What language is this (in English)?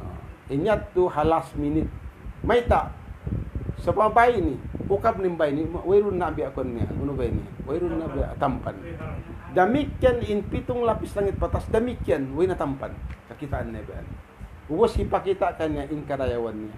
Tausug